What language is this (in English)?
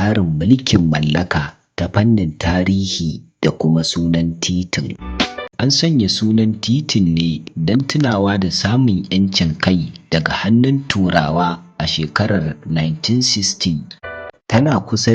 Hausa